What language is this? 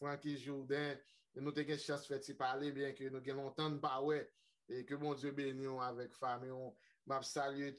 Haitian Creole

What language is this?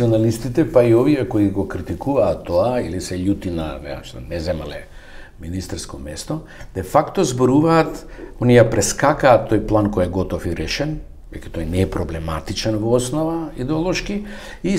Macedonian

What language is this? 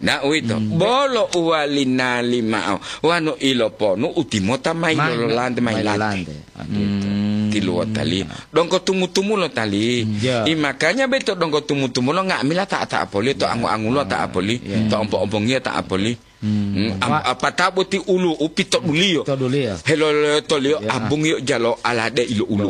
Gorontalo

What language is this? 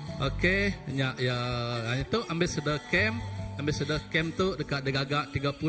Iban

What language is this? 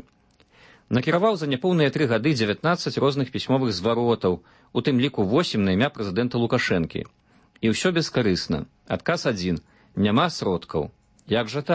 Belarusian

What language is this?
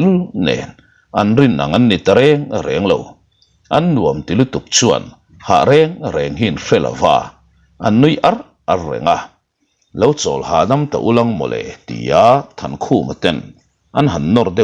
Mizo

